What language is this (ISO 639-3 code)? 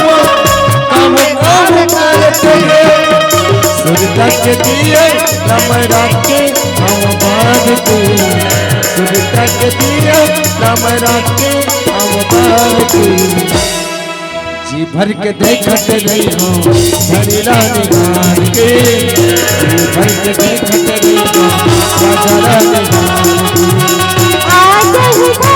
hne